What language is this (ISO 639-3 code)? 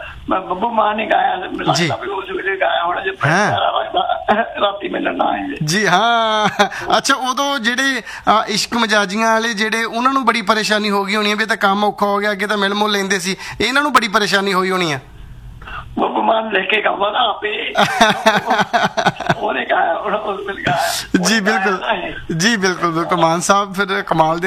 pan